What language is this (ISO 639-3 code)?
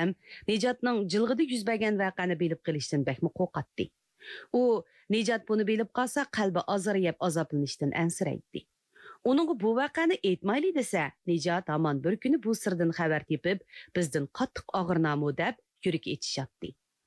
uig